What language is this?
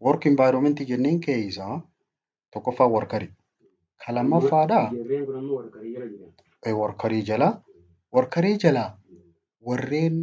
Oromo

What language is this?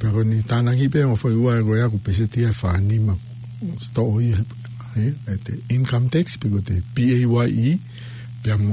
Tongan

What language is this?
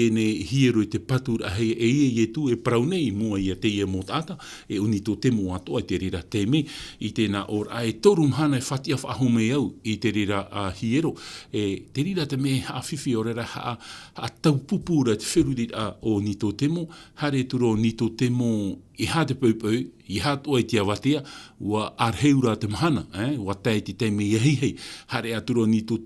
Tahitian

